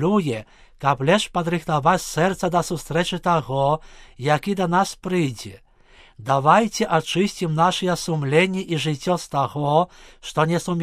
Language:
Belarusian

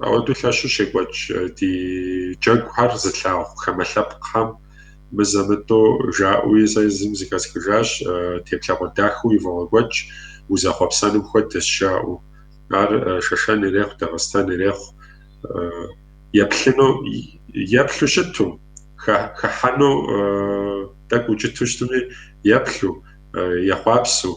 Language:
Kabardian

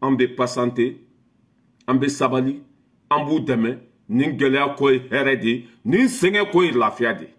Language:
Bambara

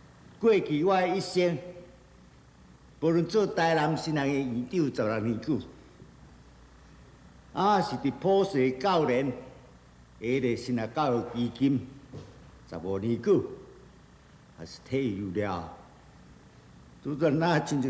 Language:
Min Nan Chinese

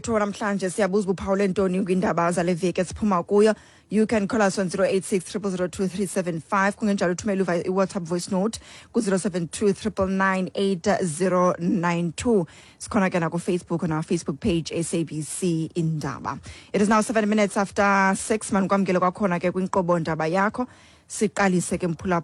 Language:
Xhosa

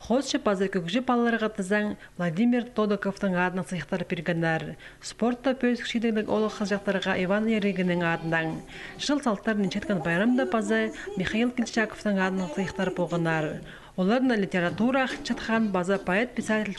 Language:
Khakas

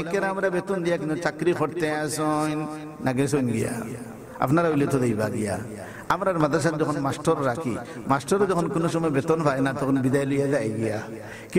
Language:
Sylheti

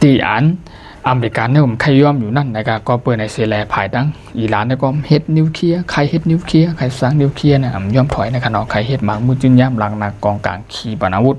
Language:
Shan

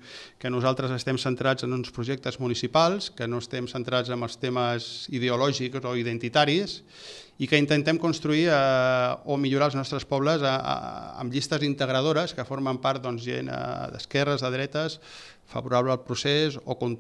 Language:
Catalan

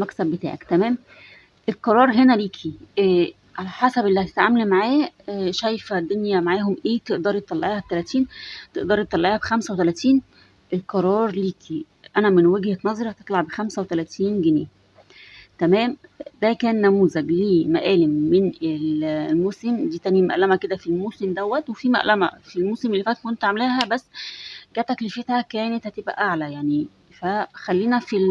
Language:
Egyptian Arabic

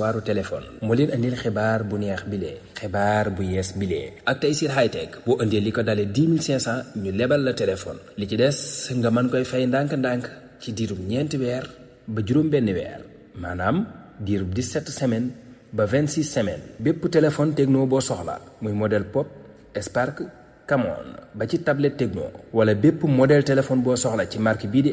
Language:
Wolof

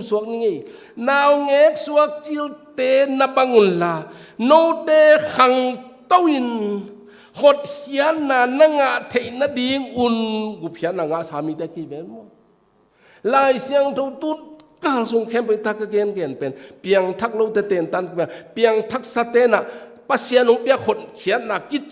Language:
Tedim Chin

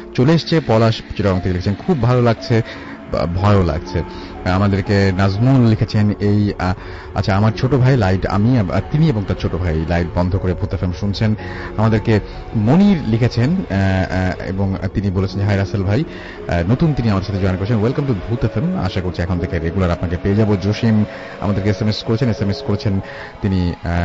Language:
Bangla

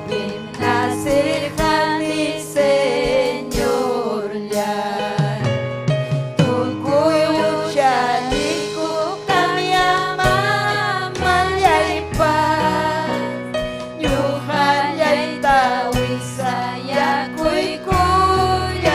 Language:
Ayacucho Quechua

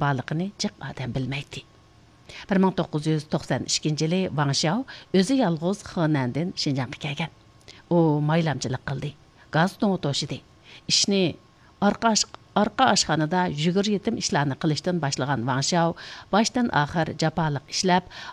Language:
Uyghur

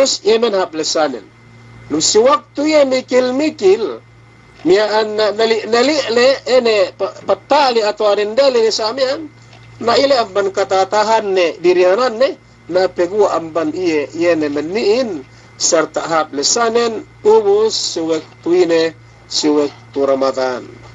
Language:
Yakan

